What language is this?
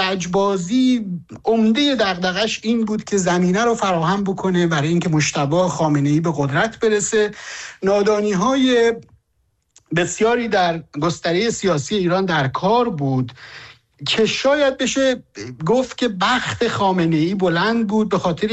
Persian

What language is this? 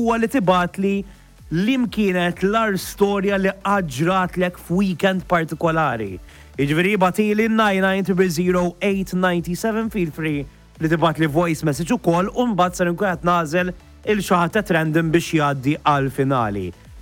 Maltese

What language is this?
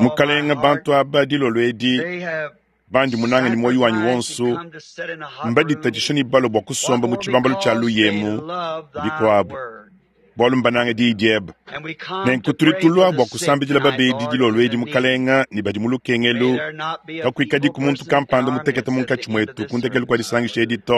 Luba-Lulua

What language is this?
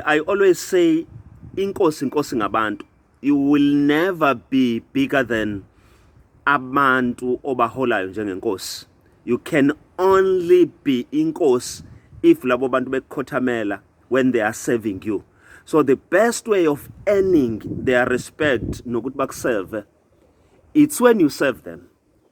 Zulu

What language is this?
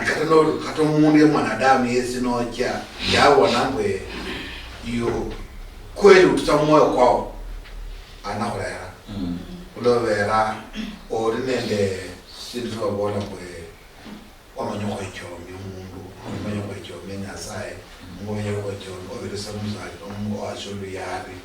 Luyia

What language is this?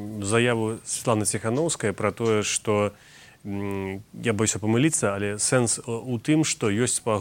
Belarusian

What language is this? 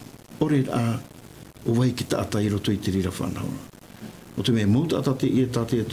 Tahitian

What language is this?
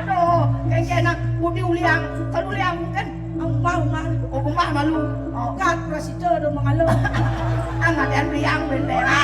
Balinese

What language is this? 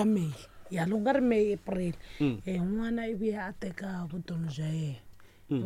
Tsonga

